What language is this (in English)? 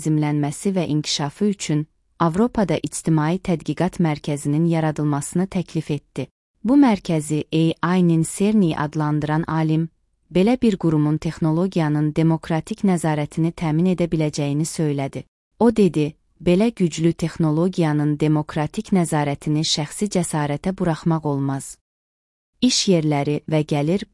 Azerbaijani